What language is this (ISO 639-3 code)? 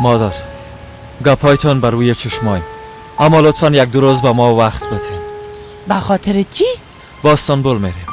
fas